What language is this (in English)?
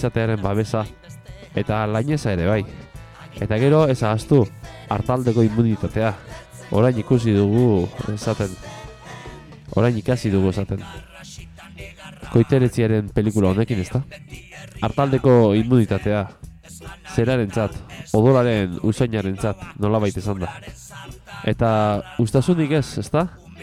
Basque